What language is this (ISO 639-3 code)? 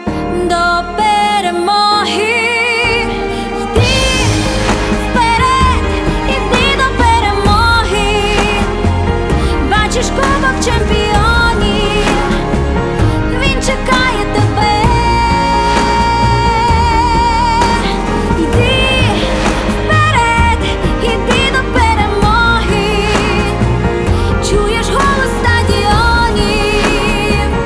ukr